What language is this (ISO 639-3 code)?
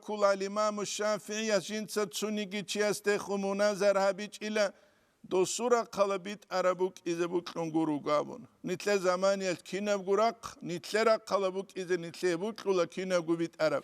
ava